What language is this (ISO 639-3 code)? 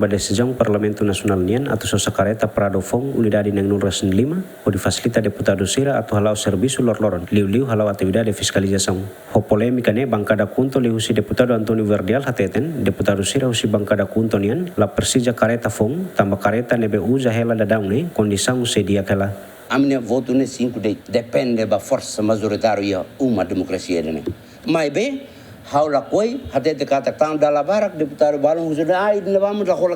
tet